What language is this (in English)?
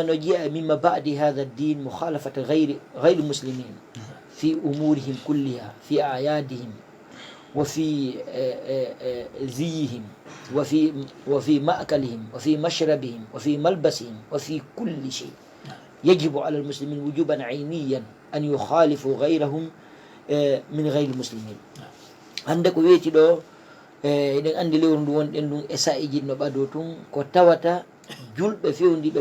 Fula